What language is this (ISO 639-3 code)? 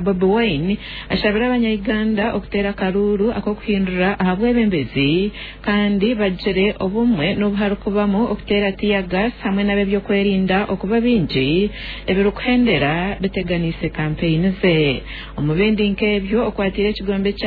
nyn